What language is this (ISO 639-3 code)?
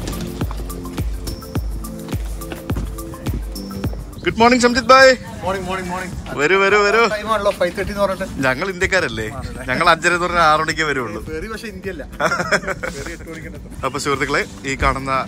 mal